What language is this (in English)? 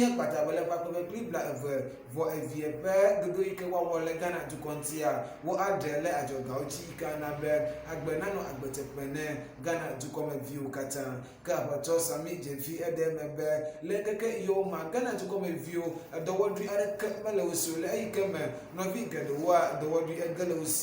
Ewe